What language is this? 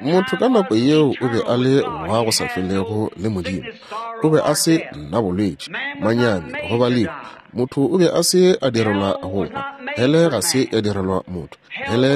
Northern Sotho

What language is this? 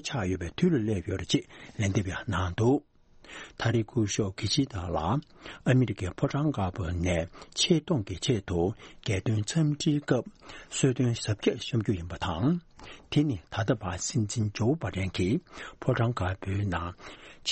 Tibetan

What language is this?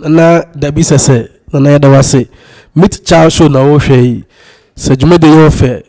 Akan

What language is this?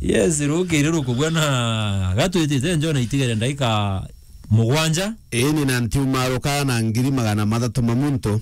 Meru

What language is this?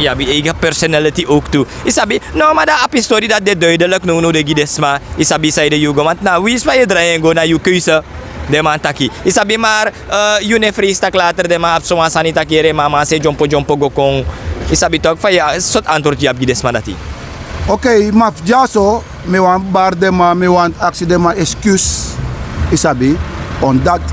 Sranan Tongo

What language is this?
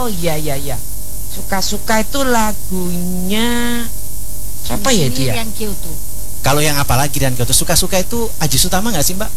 Indonesian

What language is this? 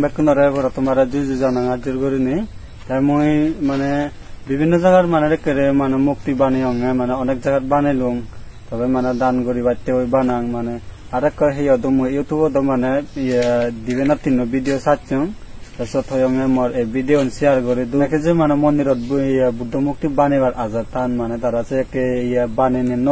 Chakma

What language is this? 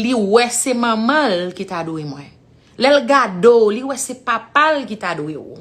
Haitian Creole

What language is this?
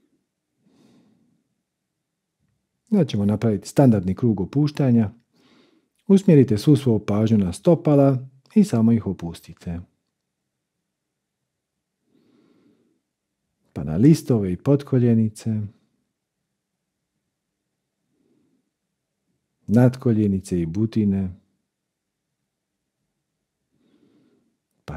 Croatian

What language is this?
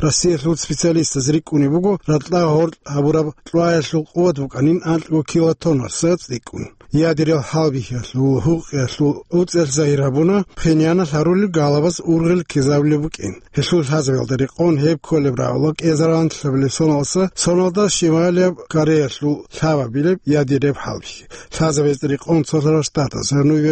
Avaric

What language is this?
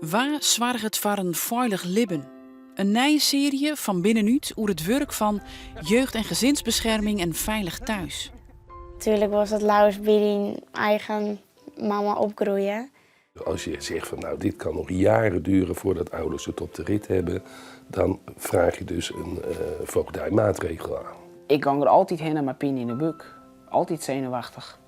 Western Frisian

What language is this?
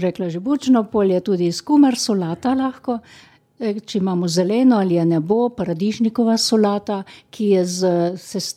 Slovenian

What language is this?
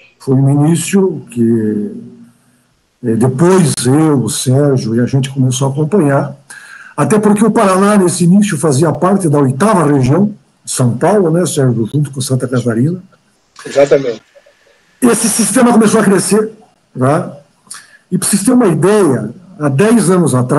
Portuguese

